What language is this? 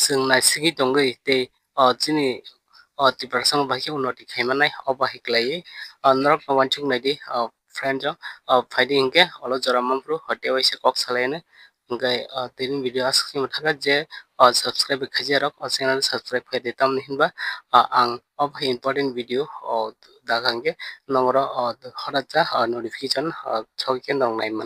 Kok Borok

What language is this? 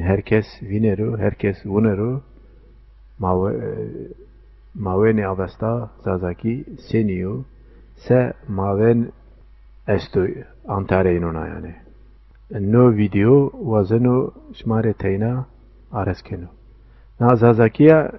Zaza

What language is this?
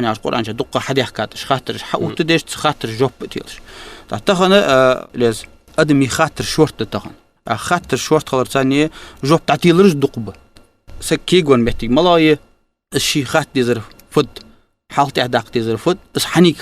Ingush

